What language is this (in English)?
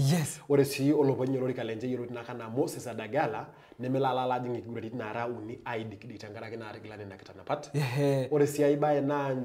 Masai